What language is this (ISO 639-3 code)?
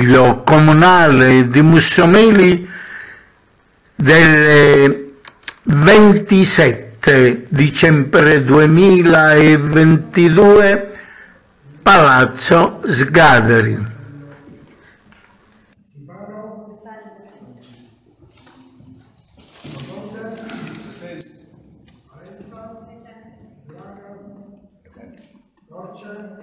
ita